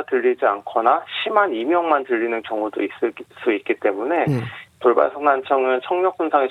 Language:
Korean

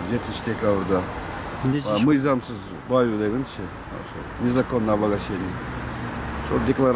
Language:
Kyrgyz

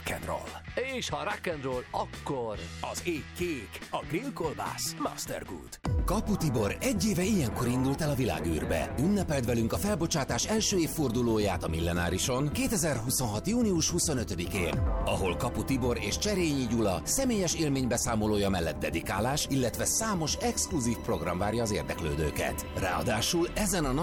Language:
Hungarian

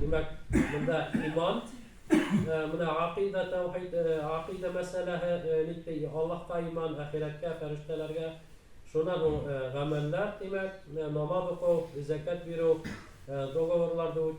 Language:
Bashkir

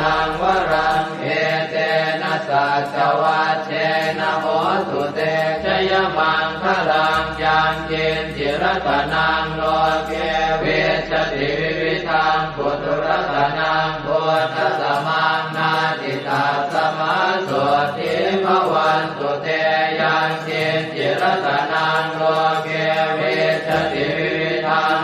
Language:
Pali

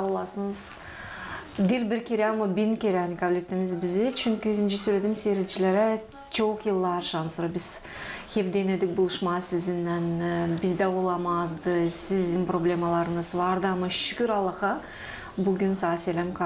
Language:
Gagauz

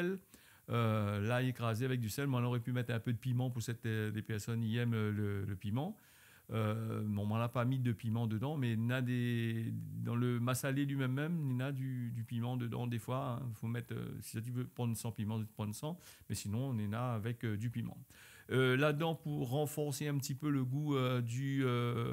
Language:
Réunion Creole French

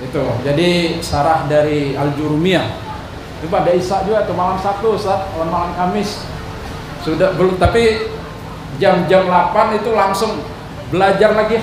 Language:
Banjar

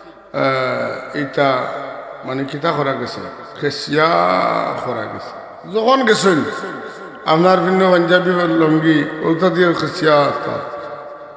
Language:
Sylheti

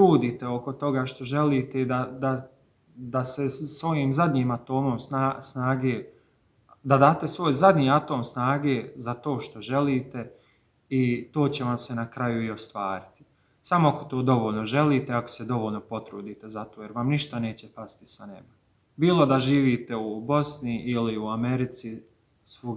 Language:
Bosnian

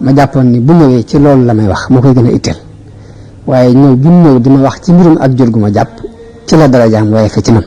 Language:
Wolof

